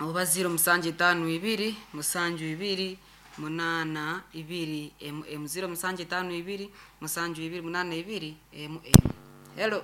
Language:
Nyankole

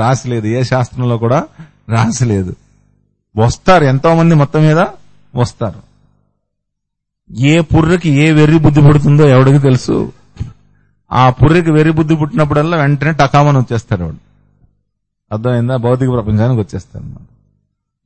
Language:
Telugu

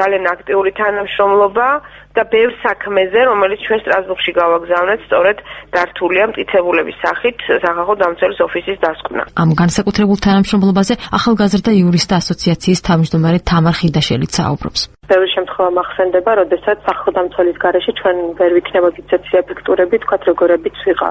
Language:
Georgian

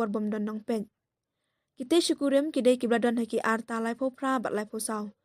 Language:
Khasi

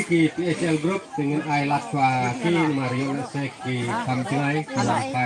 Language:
Khasi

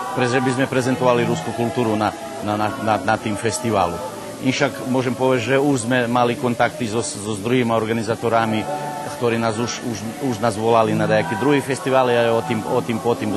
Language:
Rusyn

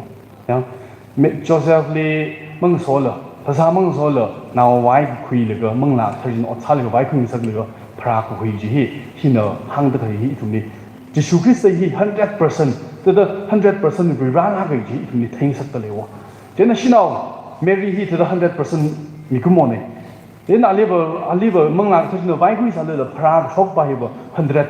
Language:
Tangkhul Naga (India)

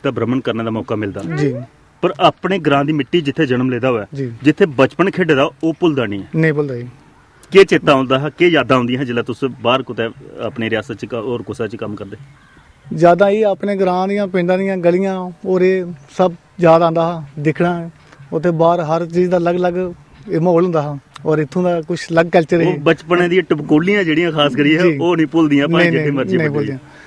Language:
Dogri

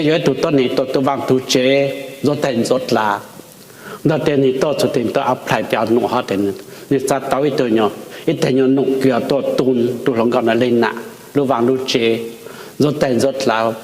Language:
Hmong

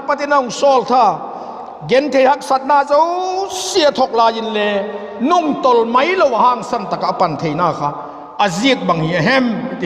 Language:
Vaiphei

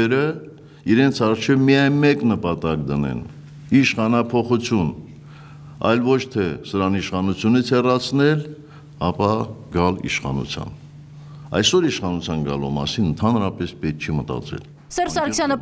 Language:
Armenian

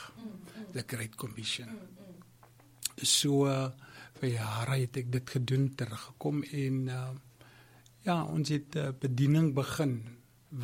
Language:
Afrikaans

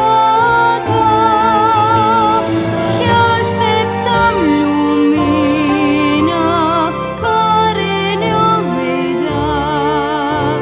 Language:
Romanian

